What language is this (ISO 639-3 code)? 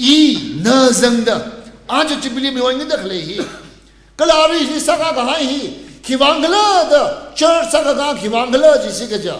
nmf